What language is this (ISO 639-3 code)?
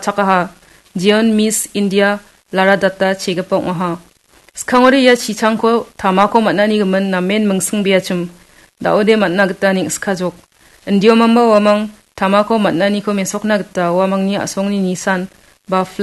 grt